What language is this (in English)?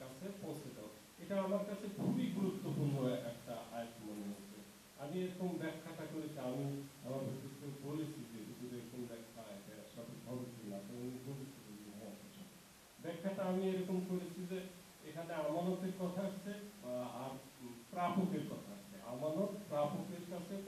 Bangla